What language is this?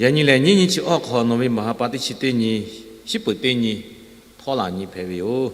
Lahu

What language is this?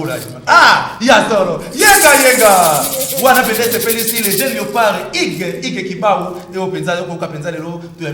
Lingala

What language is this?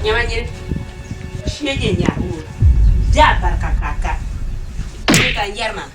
Dagbani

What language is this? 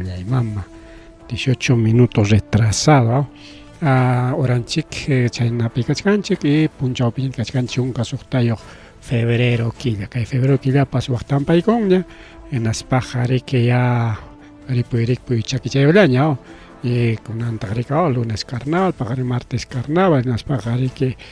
Ayacucho Quechua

